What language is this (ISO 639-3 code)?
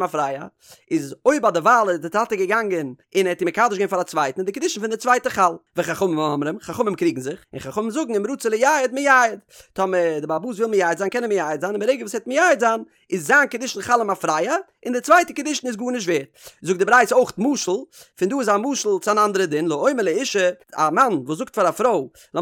yid